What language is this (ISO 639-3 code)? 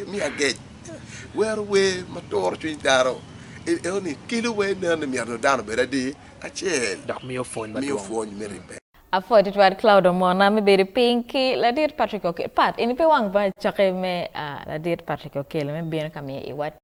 ach